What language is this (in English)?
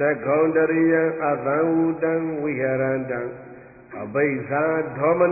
Burmese